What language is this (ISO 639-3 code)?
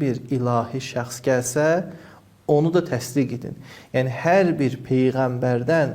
aze